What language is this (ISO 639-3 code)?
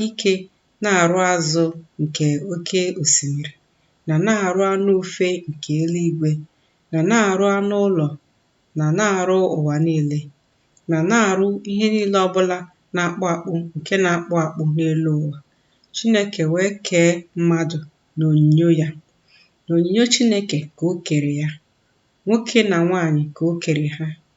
ibo